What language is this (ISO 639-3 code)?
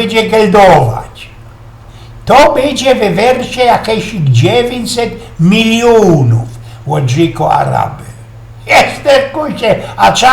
szl